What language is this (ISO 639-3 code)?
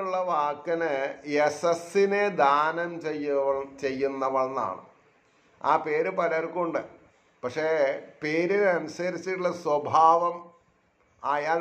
mal